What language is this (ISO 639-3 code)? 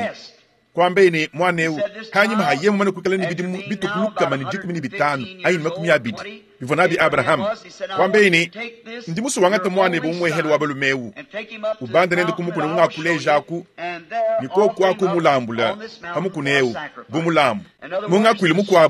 lua